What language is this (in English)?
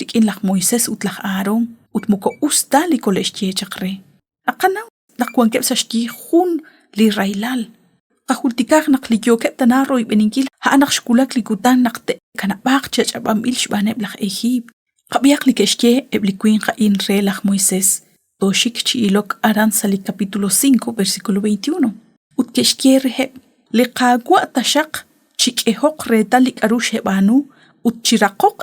Kekchí